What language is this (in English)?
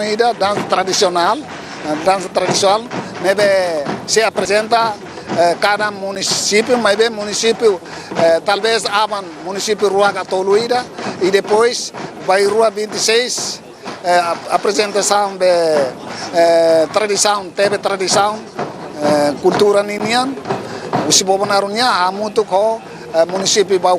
Tetum